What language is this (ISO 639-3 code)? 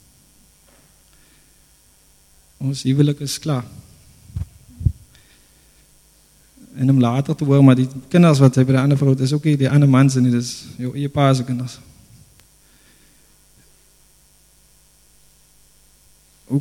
afr